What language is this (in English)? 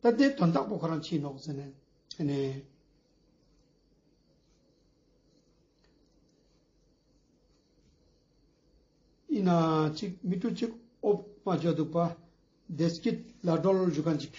Ladakhi